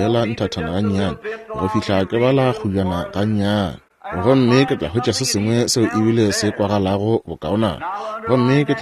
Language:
Northern Sotho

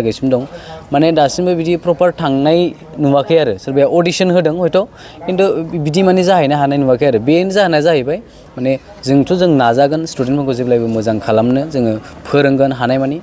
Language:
Bodo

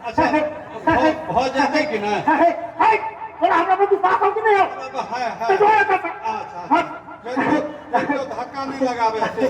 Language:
Maithili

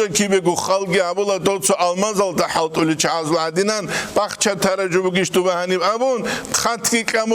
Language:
Avaric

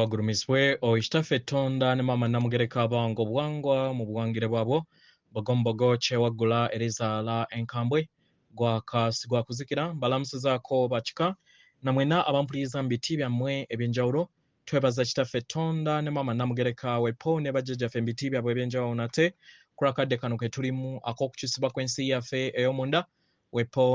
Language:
Ganda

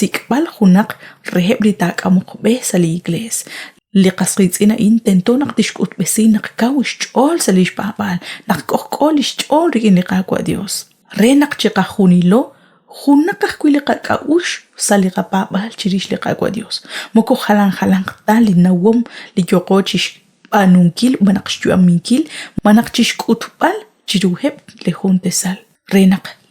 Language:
Kekchí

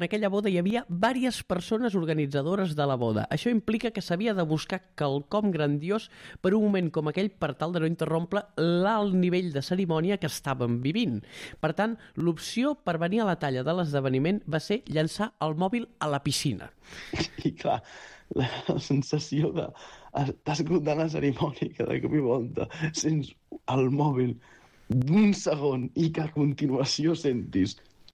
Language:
Catalan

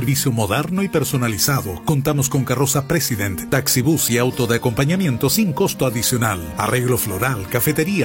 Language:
Spanish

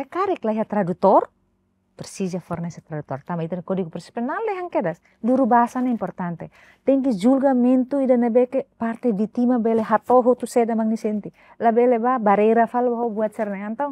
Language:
Tetum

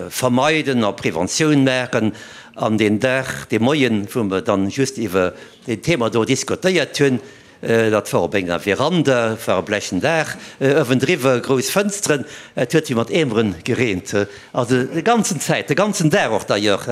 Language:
Luxembourgish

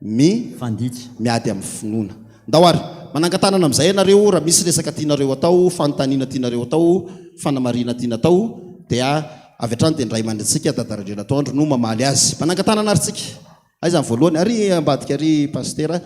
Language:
Malagasy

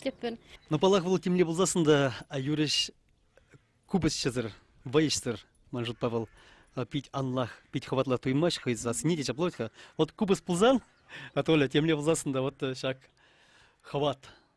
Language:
Chuvash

